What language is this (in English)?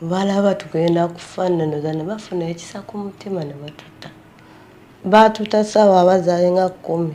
Ganda